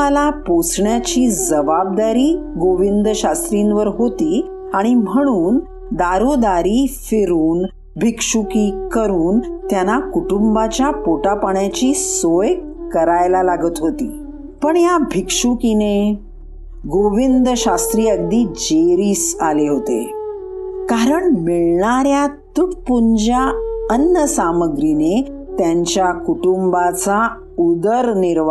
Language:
Marathi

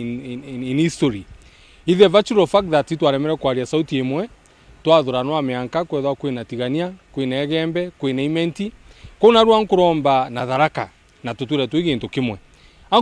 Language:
Meru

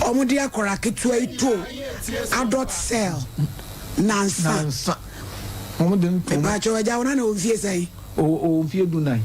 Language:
Akan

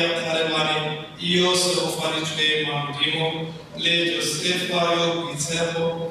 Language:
Tswana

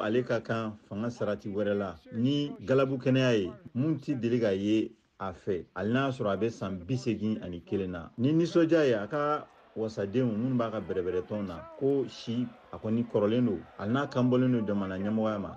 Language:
Bambara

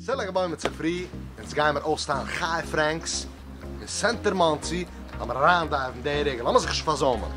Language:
Yiddish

